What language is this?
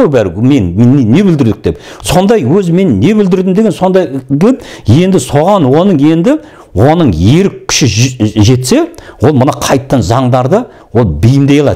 Kazakh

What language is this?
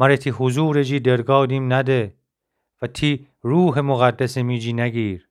Gilaki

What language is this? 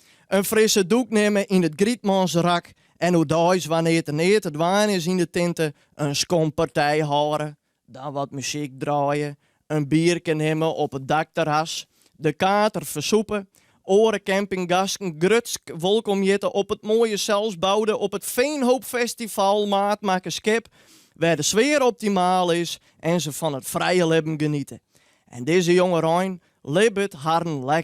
Western Frisian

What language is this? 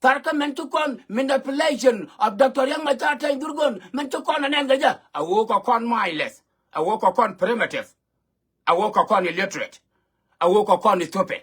Nuer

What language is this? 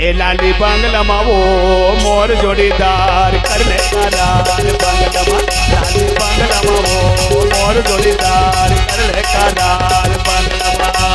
Chhattisgarhi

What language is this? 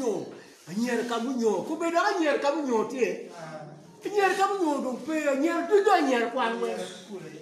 Acoli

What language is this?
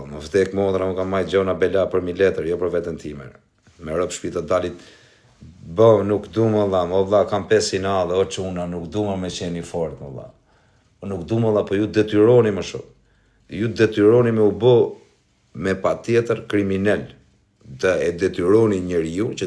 Albanian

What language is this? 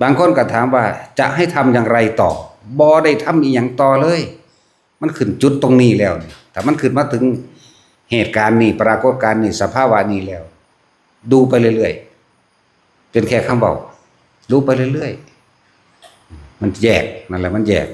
Lao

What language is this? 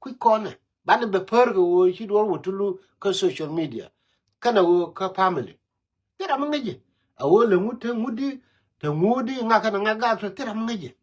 Nuer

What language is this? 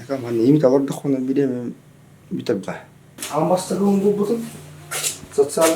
Yakut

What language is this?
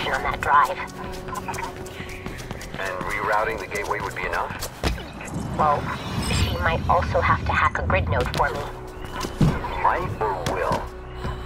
English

